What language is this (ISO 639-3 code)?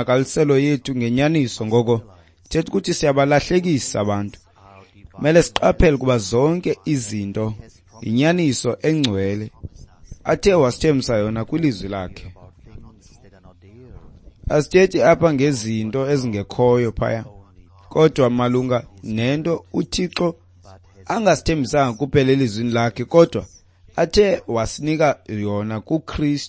xho